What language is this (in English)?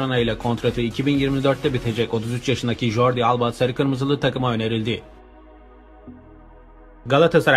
Turkish